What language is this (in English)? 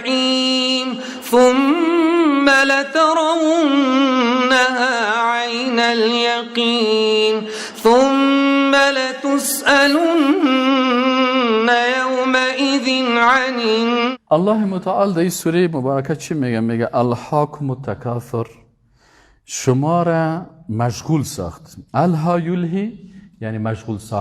Persian